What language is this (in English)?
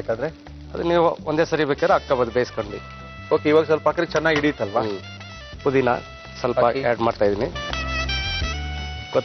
Kannada